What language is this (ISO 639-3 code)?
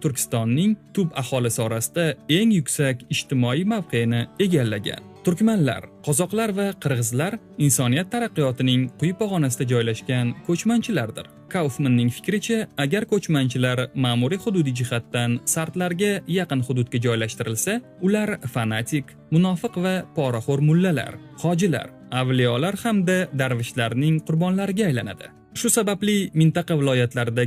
uzb